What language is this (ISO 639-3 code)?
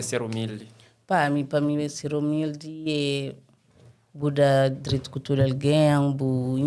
kea